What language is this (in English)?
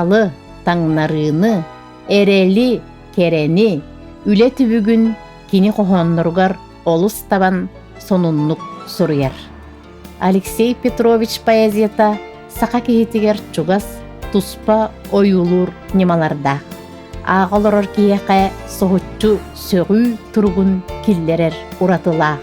Yakut